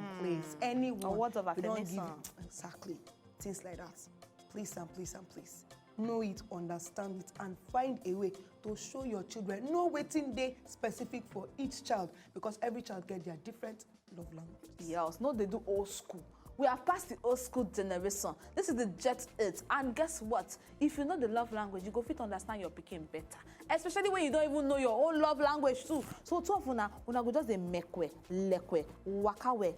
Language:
Nigerian Pidgin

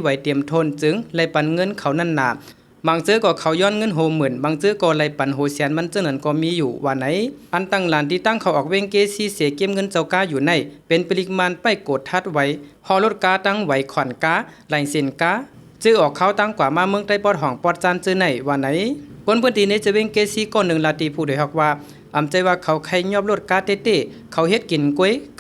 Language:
Shan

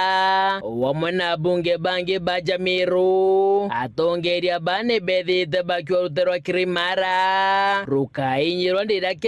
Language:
Meru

